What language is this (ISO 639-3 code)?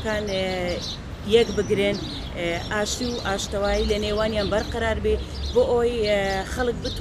ckb